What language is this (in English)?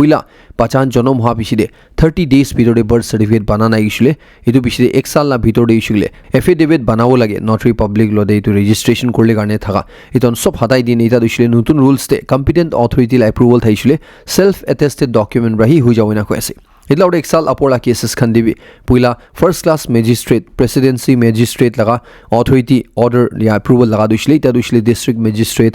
Naga Pidgin